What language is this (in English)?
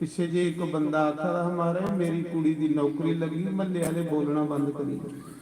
Dogri